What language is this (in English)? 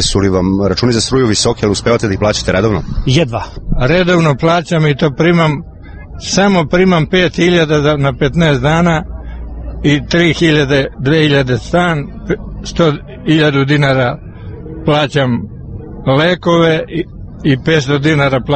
Serbian